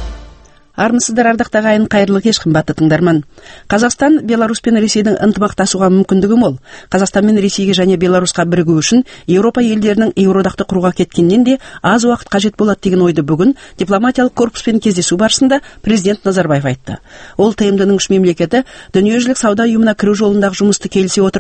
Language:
Kazakh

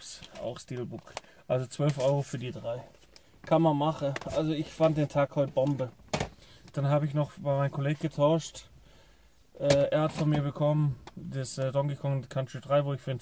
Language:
German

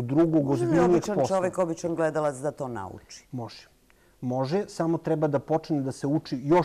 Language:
Serbian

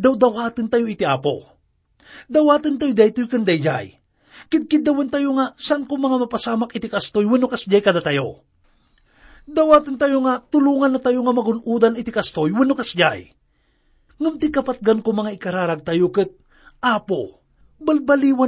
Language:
Iloko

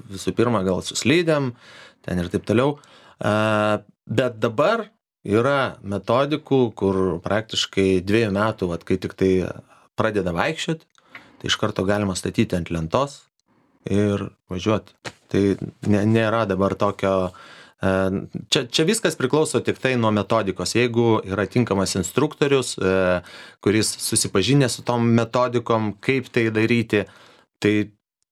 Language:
Lithuanian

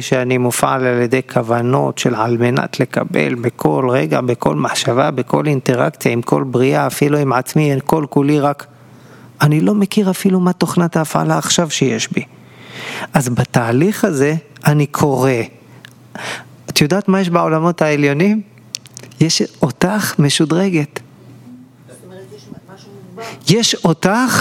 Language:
Hebrew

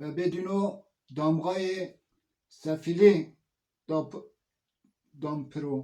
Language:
Zaza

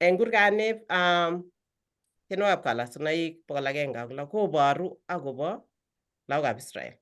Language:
Kalenjin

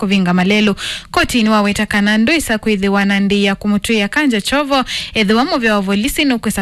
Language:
Kamba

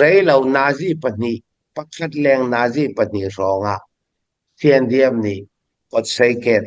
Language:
Falam Chin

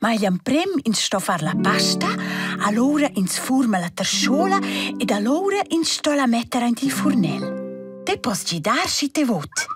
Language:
Romansh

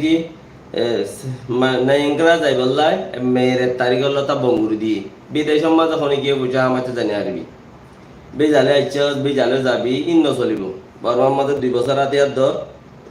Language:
Rohingya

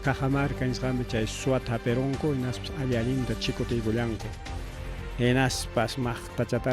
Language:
Ayacucho Quechua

